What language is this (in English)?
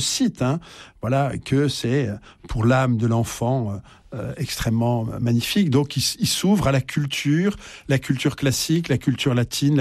French